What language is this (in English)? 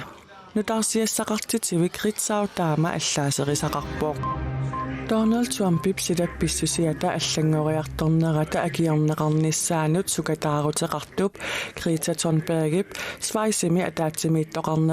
Kalaallisut